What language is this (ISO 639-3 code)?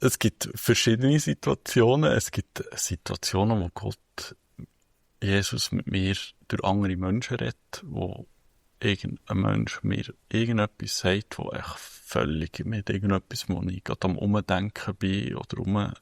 gsw